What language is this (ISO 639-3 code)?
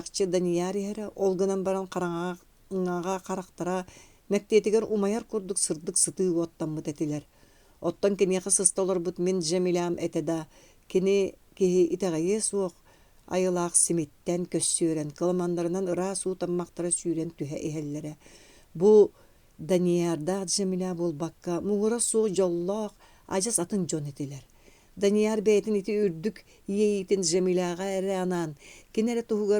sah